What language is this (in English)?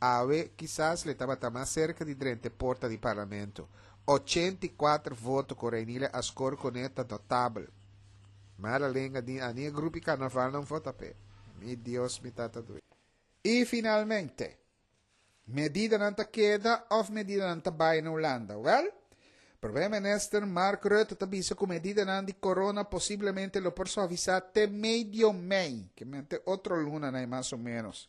Papiamento